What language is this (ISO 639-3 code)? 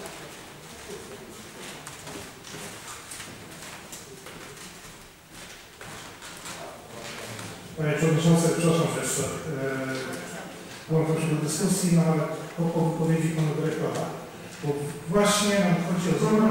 pol